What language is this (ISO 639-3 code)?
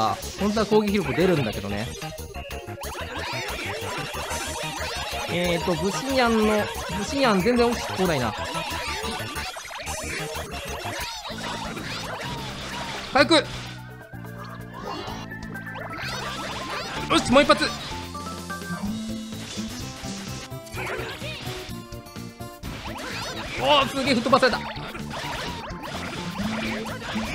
jpn